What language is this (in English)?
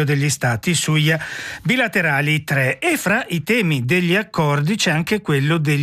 Italian